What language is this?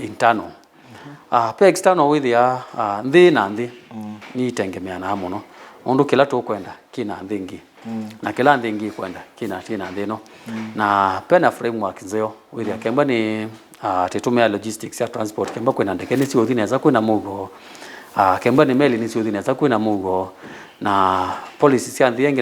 Kamba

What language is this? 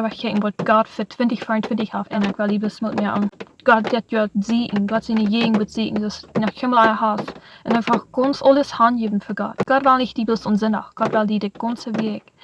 Plautdietsch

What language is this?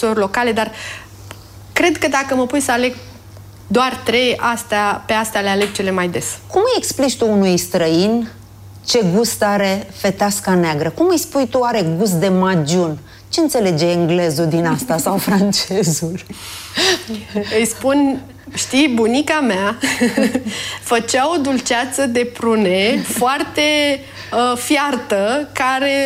Romanian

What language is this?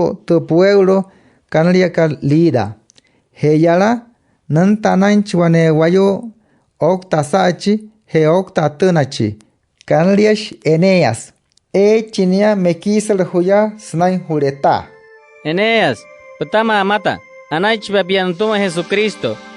Wayuu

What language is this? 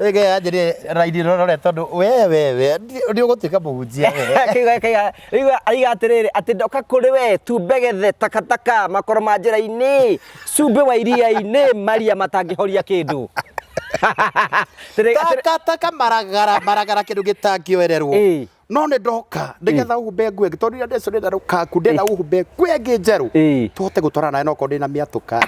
Kikuyu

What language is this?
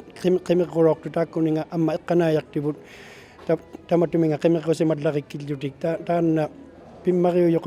Inuktitut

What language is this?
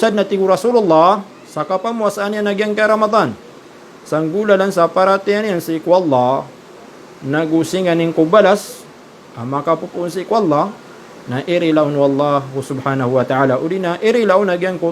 Maranao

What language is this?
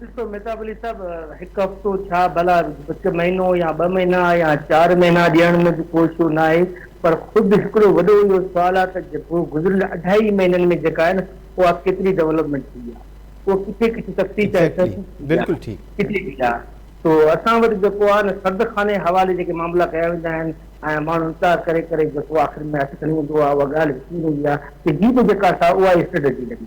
Sindhi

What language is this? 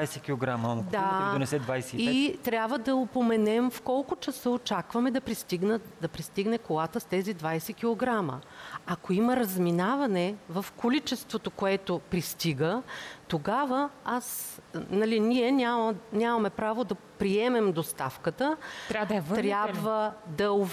Bulgarian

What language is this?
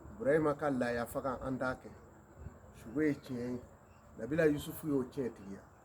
Bambara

